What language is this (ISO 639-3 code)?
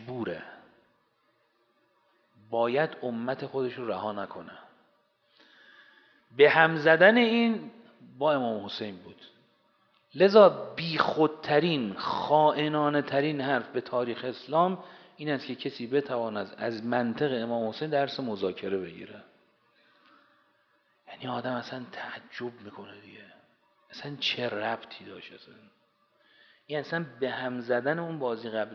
fas